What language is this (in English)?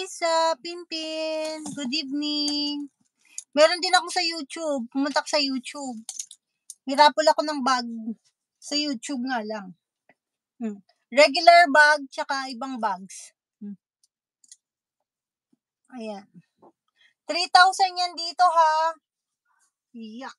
Filipino